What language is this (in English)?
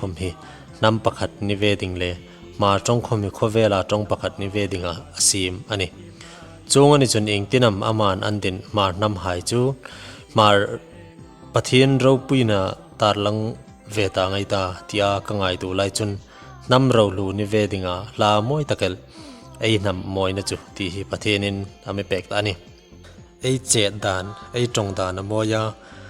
Hmar